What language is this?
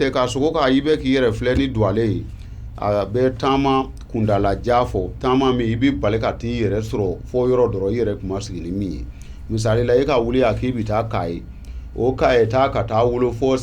Bambara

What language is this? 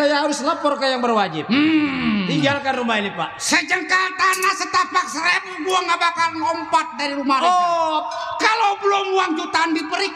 Betawi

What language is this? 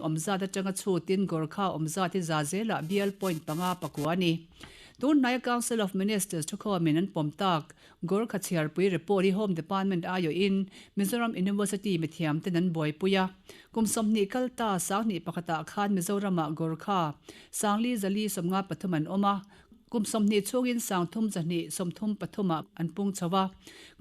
Mizo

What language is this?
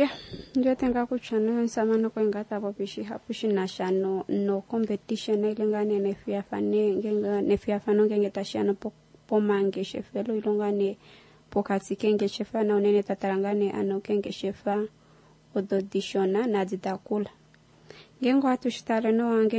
Kuanyama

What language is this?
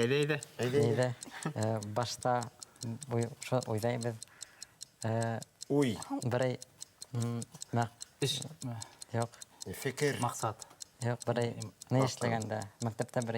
Bashkir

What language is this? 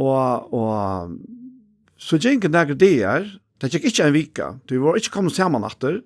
Faroese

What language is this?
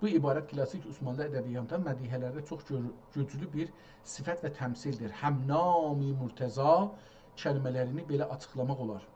South Azerbaijani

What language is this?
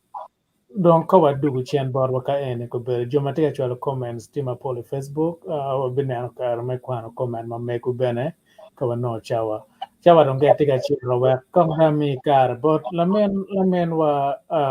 Acoli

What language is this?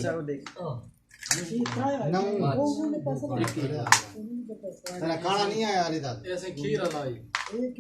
Saraiki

